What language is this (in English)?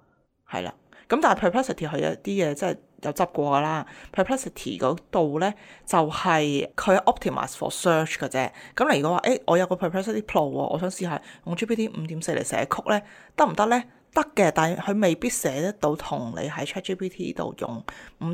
Cantonese